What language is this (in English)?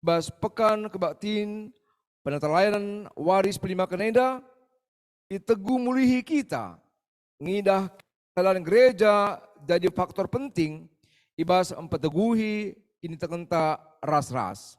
Batak Karo